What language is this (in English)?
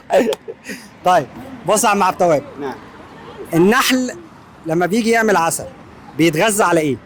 Egyptian Arabic